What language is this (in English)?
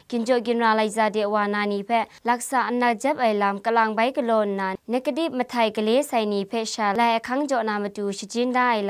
Kachin